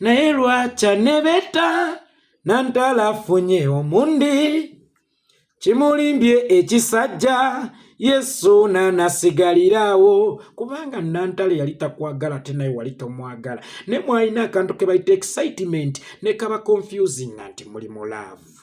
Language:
Ganda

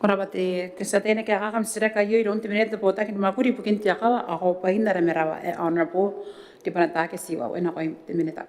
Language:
Gilbertese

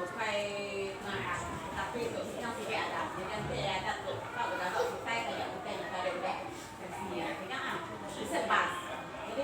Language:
Iban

